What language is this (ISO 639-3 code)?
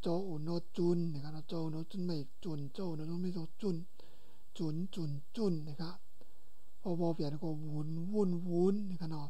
shn